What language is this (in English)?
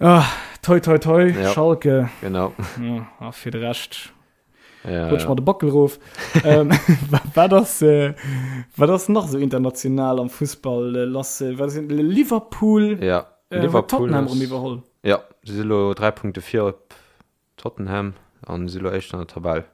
Luxembourgish